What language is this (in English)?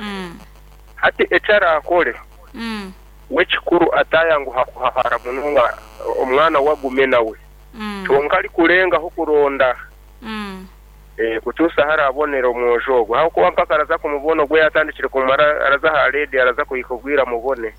Nyankole